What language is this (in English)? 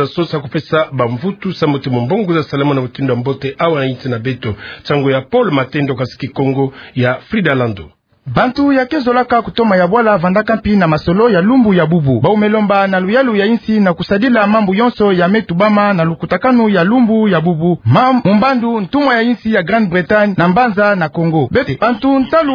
Kituba (Democratic Republic of Congo)